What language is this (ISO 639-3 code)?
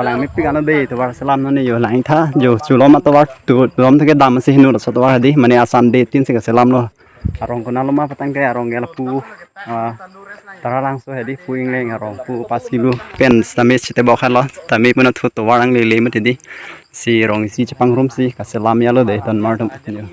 mjw